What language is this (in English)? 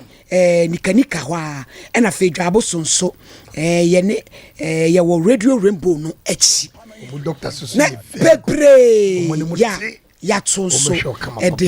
Akan